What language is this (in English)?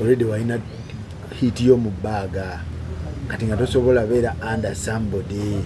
Ganda